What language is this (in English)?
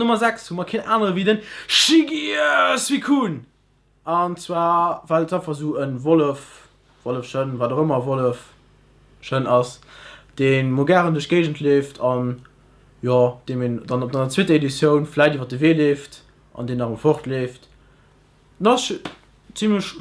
Luxembourgish